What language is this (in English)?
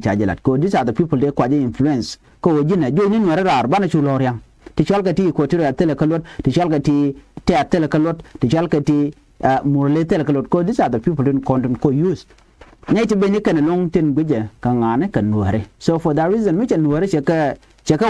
Nuer